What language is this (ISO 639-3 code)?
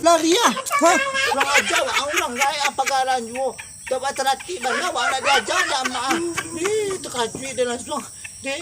min